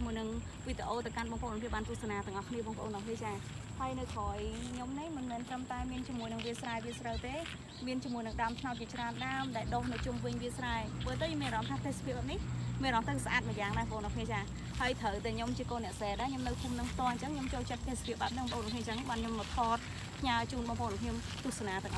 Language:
Khmer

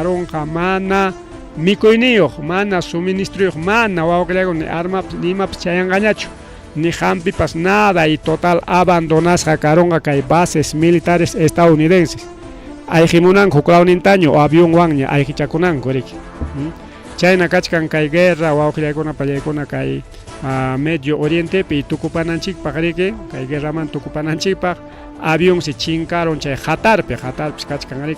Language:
Ayacucho Quechua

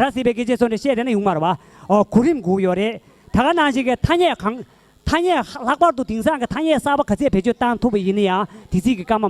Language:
Tibetan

